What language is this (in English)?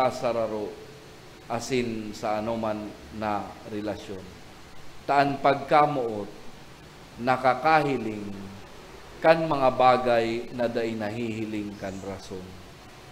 Bikol